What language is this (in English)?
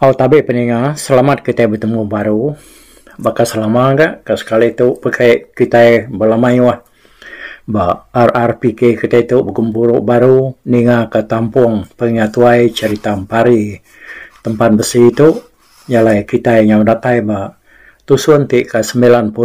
Iban